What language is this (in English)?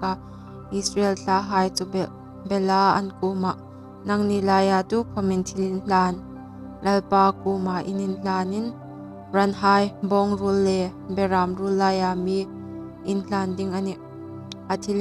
Hmar